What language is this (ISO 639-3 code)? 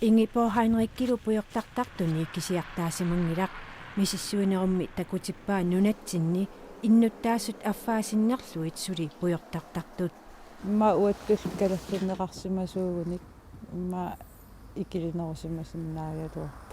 kal